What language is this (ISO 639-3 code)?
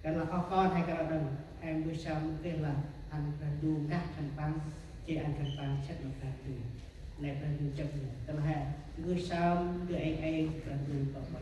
cmo